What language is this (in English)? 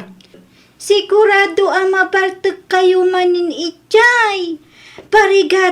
Iloko